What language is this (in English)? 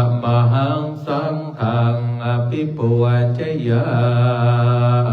Pali